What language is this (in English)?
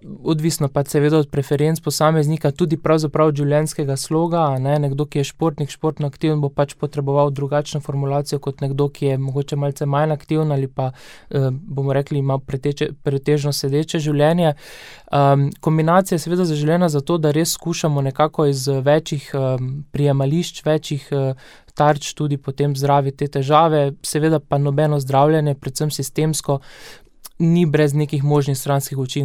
Slovenian